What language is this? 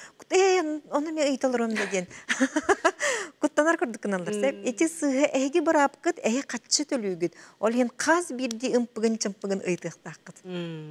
Yakut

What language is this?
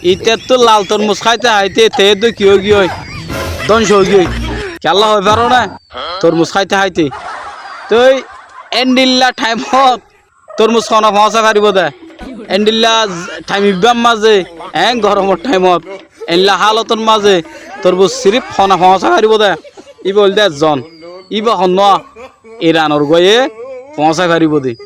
Rohingya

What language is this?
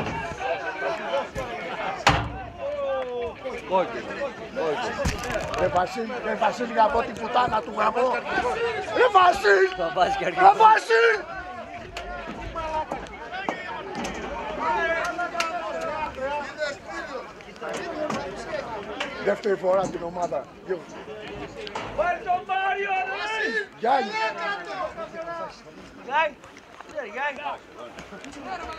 Greek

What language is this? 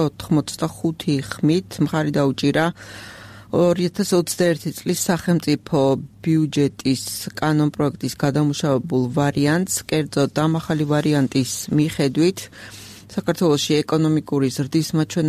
Georgian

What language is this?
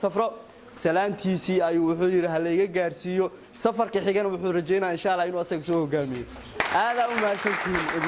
Somali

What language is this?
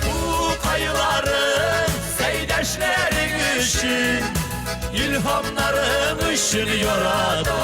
Tatar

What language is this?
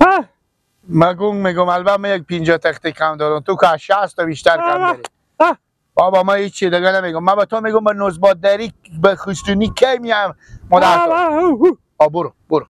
Persian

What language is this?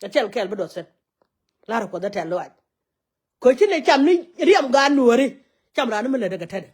Nuer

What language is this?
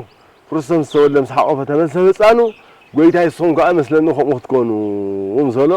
Tigrinya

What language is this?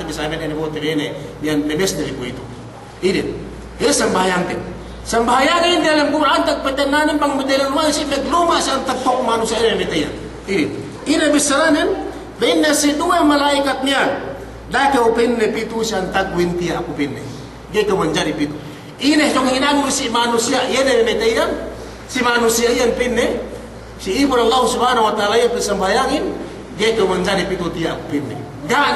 Yakan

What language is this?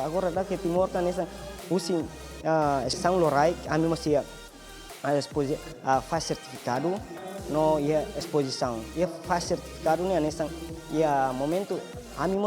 Tetum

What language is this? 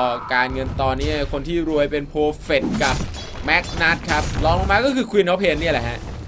Thai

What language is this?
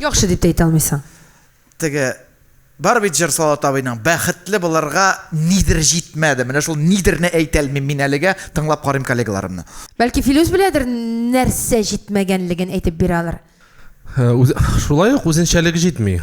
Tatar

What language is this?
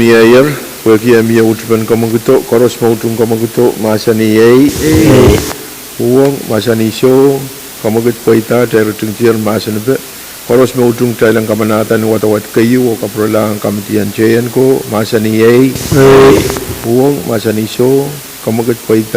Pohnpeian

